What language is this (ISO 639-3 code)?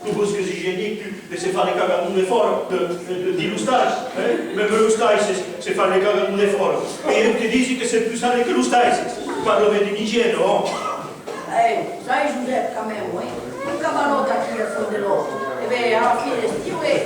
oci